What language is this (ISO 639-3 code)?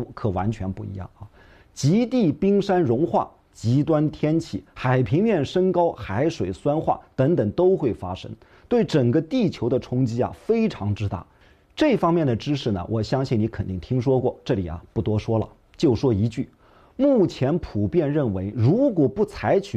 zho